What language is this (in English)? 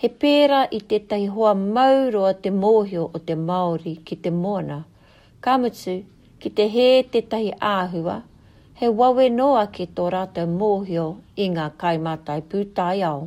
Māori